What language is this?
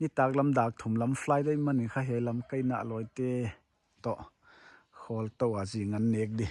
Paite Chin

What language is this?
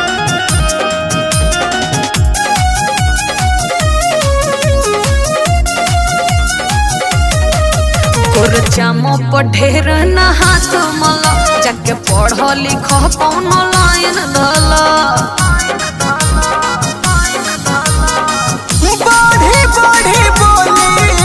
Bhojpuri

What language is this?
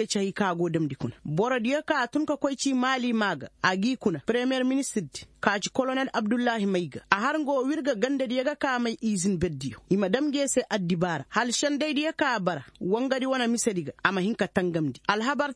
Koyraboro Senni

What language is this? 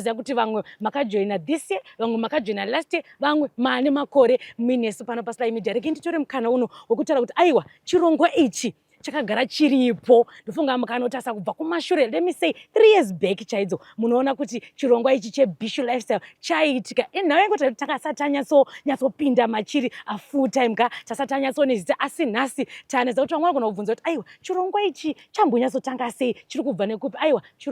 Shona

